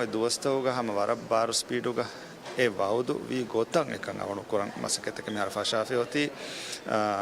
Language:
Divehi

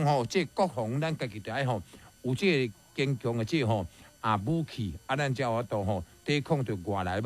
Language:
Min Nan Chinese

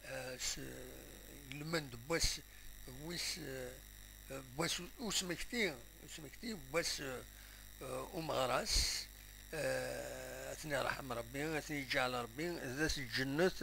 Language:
Kabyle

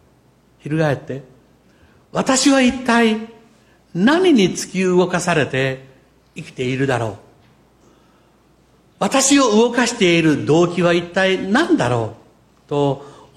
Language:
Japanese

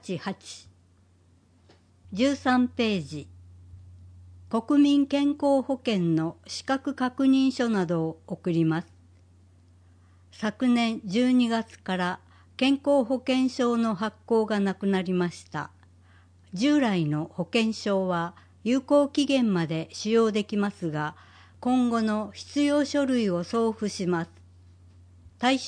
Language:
Japanese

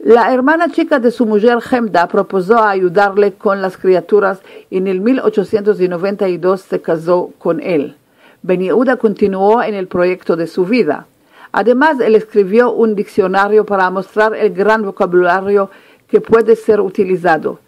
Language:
Ladino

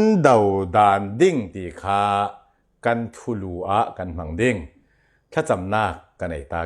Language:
Falam Chin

